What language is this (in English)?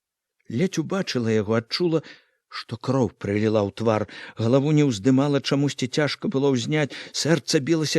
Belarusian